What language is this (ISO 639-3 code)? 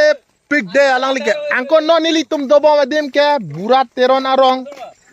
mjw